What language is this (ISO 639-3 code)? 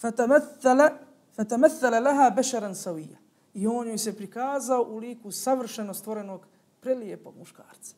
bos